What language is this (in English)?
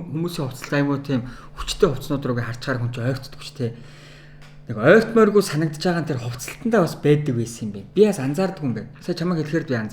Mongolian